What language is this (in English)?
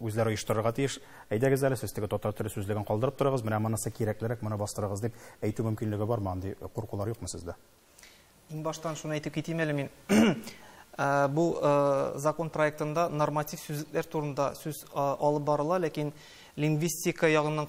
Tatar